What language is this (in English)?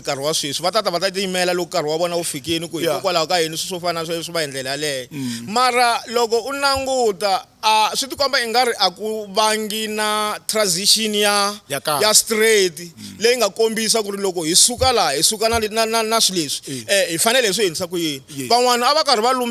Tsonga